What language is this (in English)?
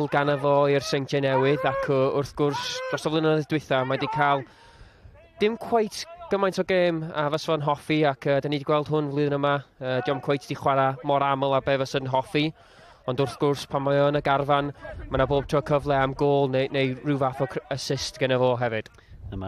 Welsh